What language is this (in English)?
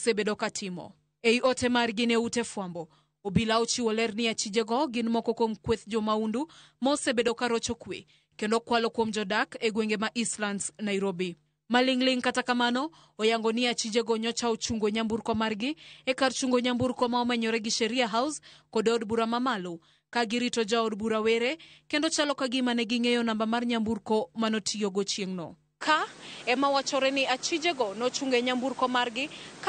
Luo (Kenya and Tanzania)